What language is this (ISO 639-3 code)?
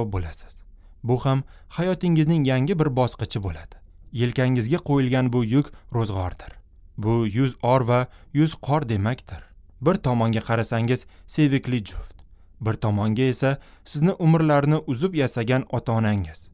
uzb